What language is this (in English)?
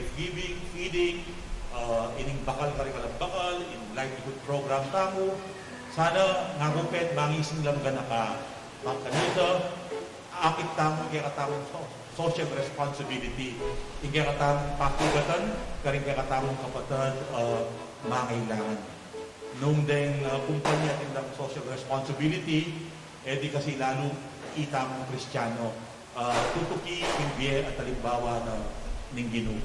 Pampanga